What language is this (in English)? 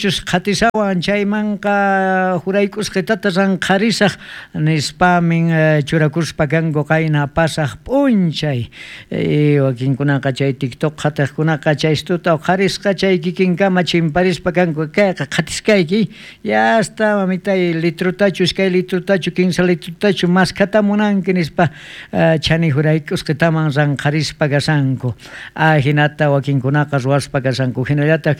South Bolivian Quechua